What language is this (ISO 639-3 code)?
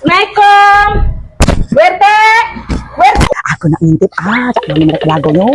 mui